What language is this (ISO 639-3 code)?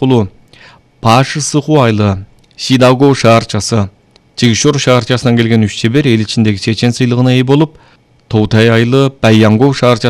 kir